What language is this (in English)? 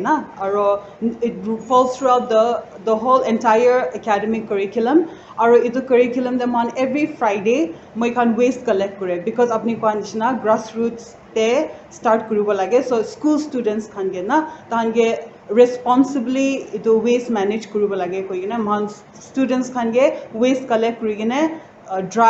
Naga Pidgin